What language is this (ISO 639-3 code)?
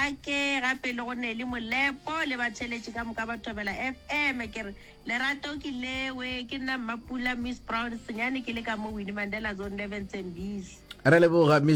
nso